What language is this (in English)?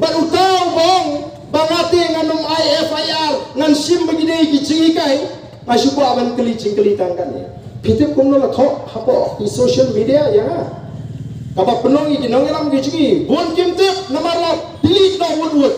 Khasi